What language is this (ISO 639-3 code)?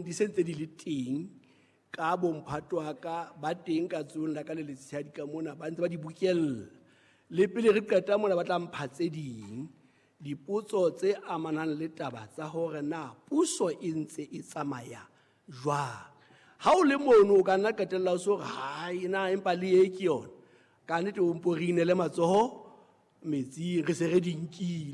sot